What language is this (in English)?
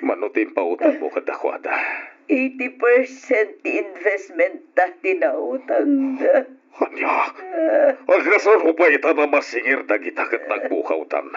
Iloko